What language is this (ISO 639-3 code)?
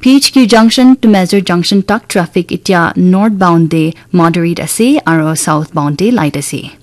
nag